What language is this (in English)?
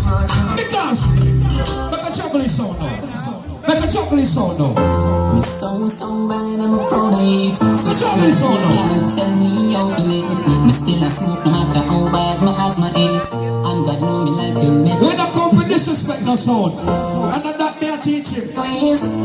Jamaican Creole English